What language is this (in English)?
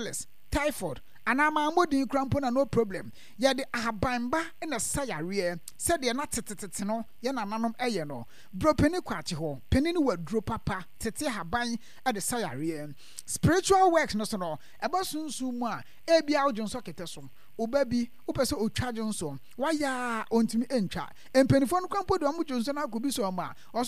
Akan